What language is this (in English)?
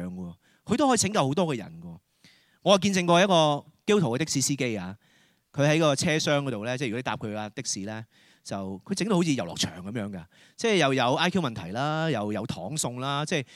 Cantonese